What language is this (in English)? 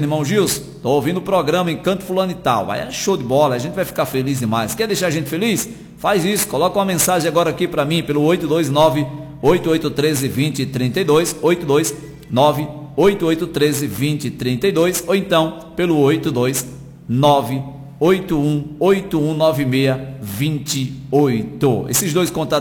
Portuguese